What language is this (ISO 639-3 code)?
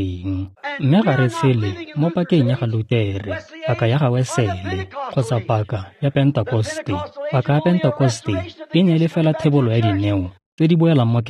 tsn